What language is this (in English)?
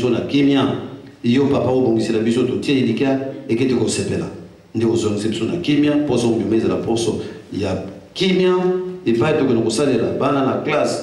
Lingala